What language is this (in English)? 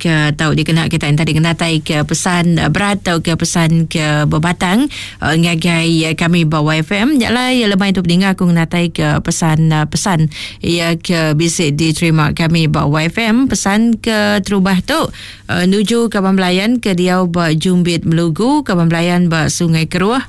Iban